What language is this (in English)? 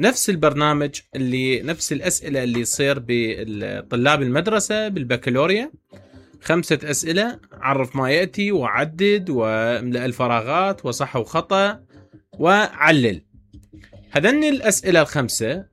Mesopotamian Arabic